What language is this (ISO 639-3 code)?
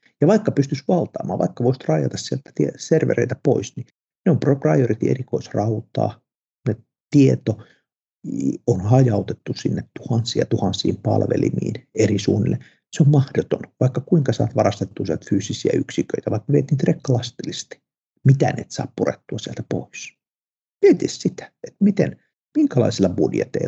fin